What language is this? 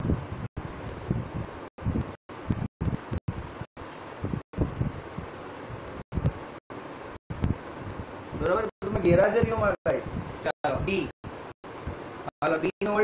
Gujarati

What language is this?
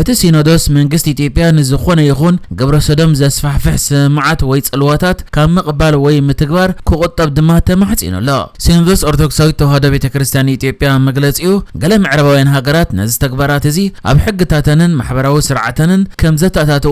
Tigrinya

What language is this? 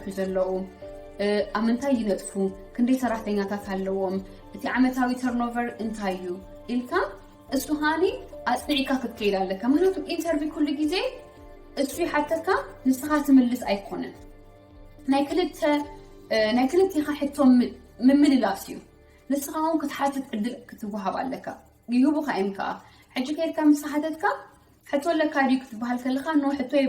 Tigrinya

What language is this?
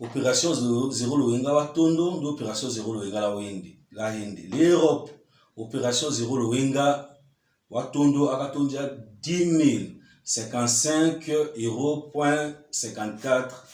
Tetela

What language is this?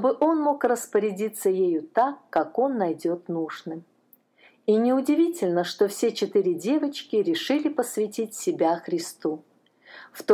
Russian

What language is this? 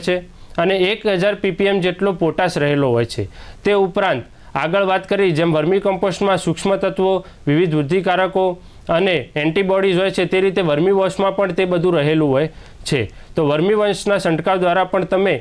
Gujarati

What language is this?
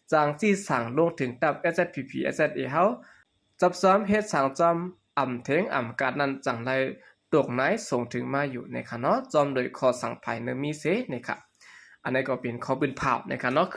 Shan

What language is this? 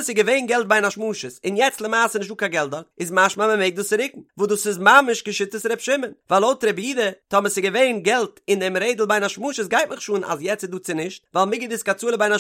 Yiddish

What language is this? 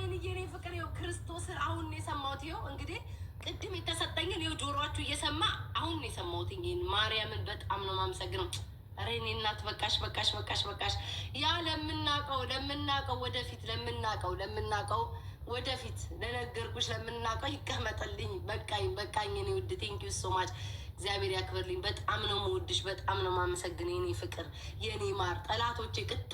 Amharic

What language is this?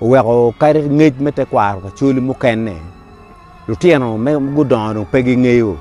Acoli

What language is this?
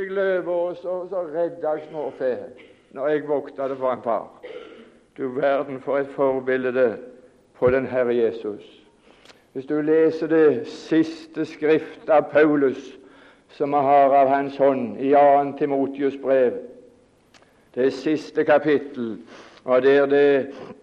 Norwegian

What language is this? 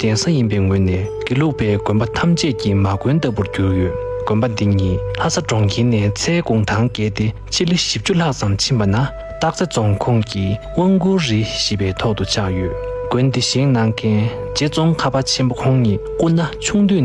Tibetan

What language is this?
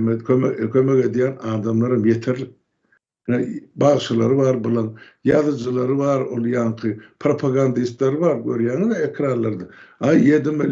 Turkmen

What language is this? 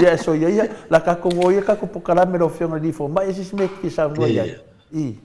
Samoan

